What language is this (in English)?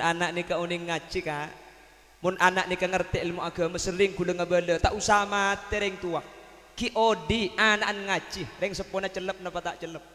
Madurese